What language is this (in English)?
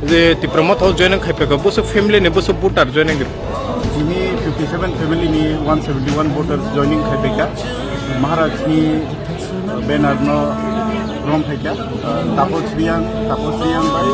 Kok Borok